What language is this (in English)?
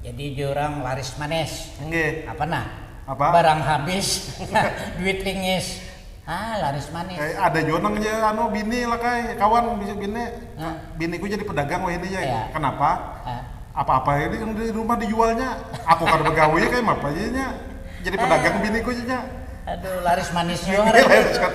Banjar